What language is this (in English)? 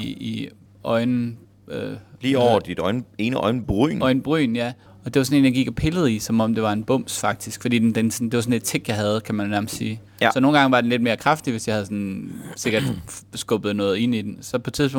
Danish